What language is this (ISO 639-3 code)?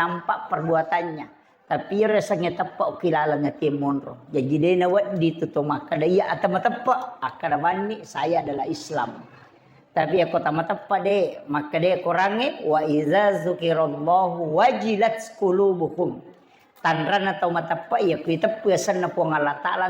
bug